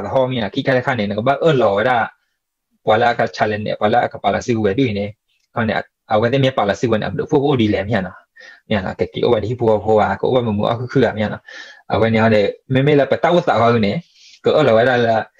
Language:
S'gaw Karen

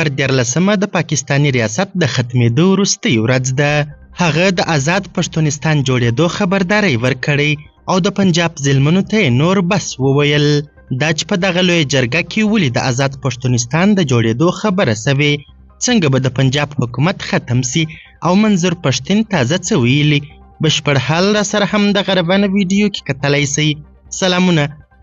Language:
Pashto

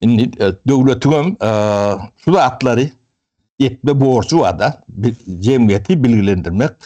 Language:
Turkmen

